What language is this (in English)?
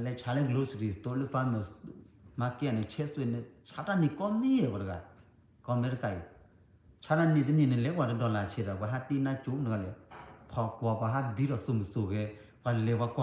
S'gaw Karen